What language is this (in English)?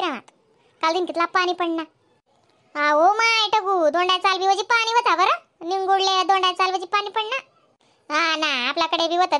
Khandesi